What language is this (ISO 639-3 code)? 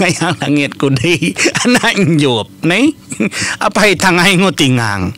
iba